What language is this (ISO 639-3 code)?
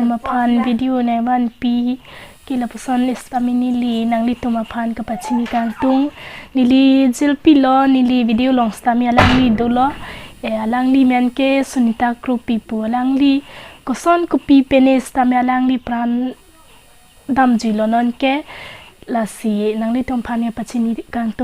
mjw